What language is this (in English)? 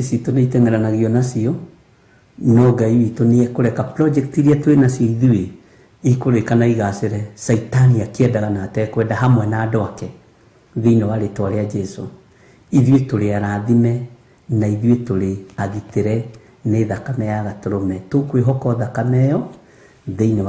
Kikuyu